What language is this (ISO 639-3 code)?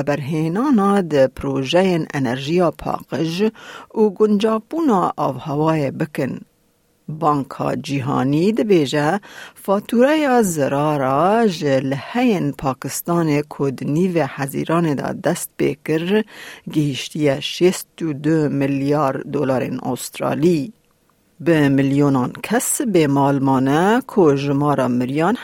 kur